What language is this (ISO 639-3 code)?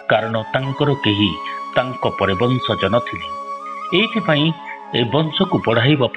ori